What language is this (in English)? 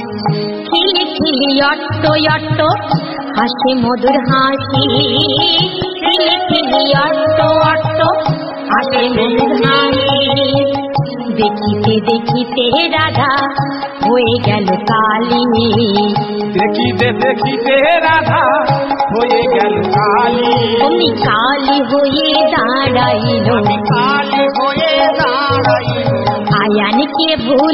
Bangla